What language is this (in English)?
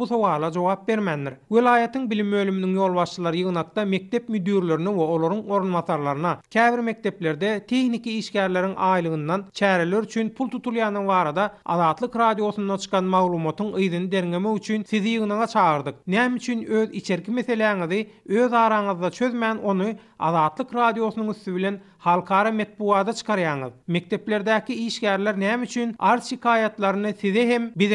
Turkmen